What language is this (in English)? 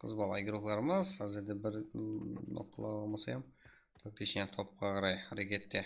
Kara-Kalpak